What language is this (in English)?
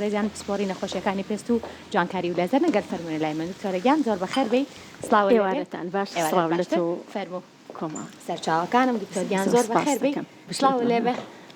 Central Kurdish